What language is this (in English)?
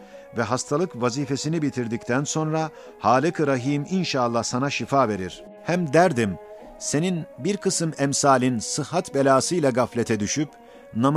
Ottoman Turkish